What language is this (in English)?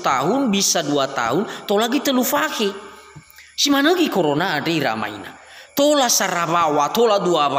Nias